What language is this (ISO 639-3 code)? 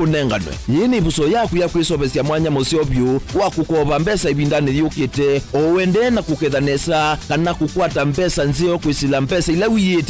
kam